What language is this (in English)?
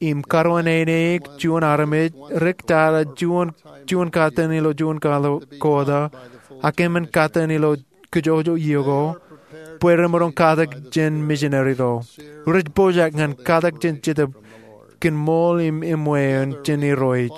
Marshallese